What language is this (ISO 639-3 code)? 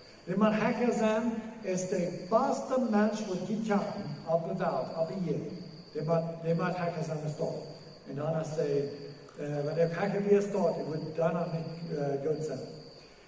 pdt